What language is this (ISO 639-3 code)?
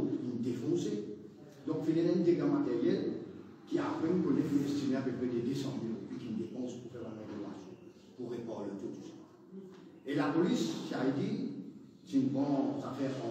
mfe